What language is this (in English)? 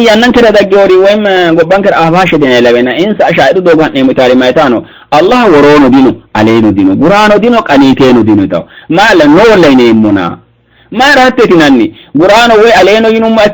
Sidamo